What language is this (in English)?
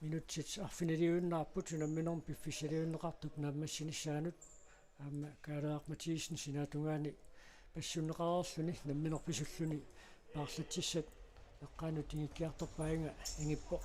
Kalaallisut